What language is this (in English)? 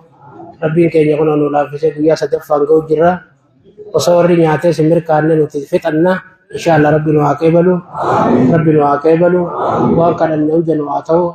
Oromo